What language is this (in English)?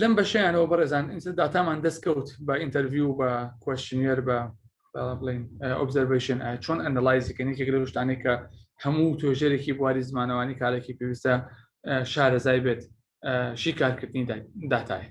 Central Kurdish